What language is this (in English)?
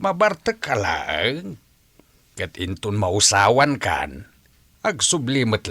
Iloko